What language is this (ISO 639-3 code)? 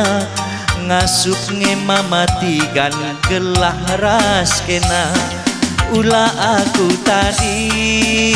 btx